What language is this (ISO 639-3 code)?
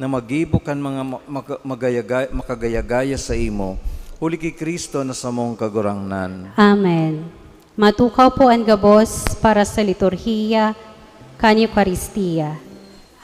bik